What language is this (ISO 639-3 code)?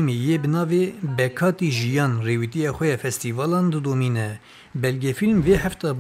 kur